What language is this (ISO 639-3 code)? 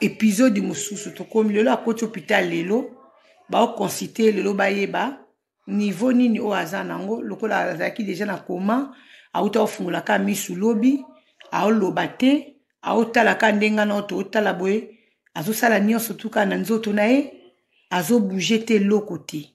lin